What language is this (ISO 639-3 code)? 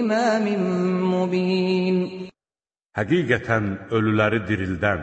aze